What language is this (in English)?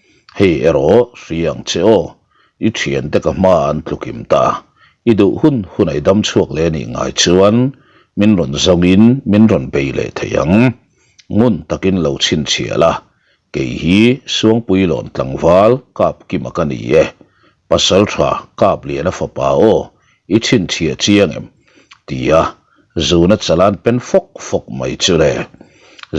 Mizo